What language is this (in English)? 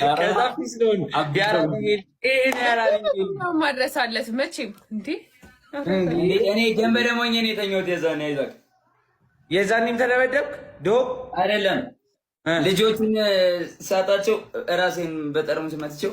Amharic